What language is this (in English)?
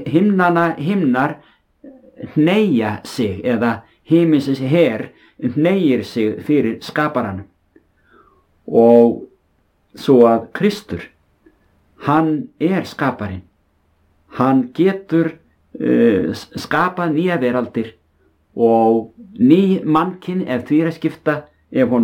Icelandic